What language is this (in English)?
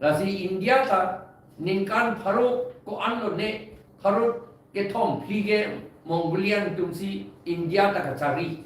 Karbi